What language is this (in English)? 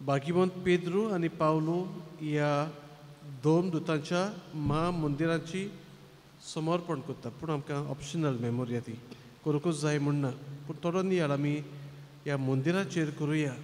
Konkani